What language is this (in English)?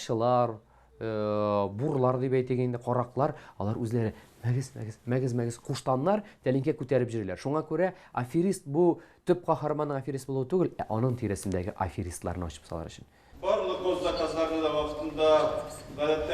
Tatar